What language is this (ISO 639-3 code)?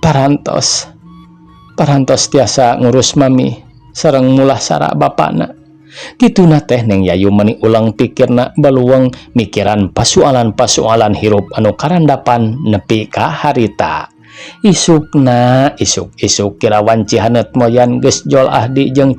sun